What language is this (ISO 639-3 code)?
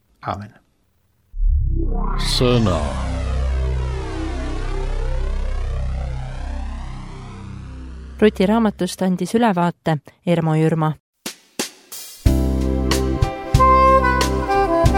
est